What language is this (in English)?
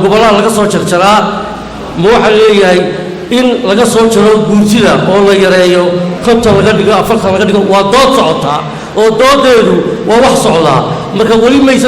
Somali